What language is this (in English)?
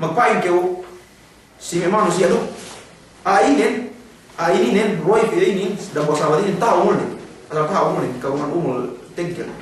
Yakan